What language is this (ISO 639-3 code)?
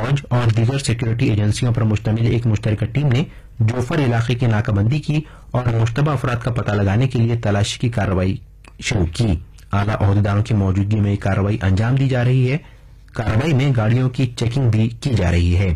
urd